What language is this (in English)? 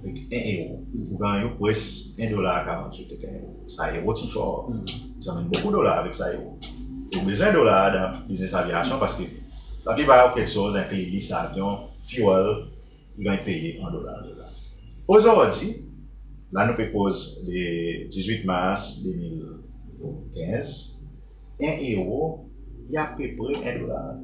Seselwa Creole French